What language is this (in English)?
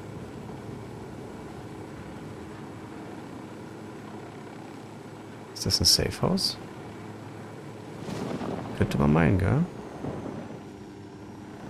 German